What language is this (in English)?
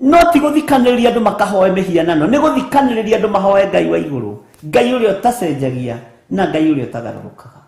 Kikuyu